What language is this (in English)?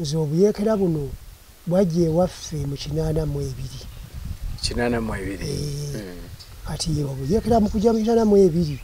Ganda